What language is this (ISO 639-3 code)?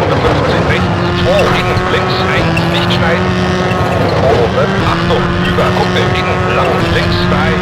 bar